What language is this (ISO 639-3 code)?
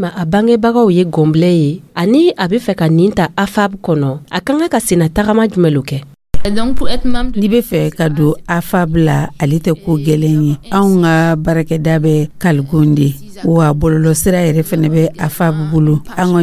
dyu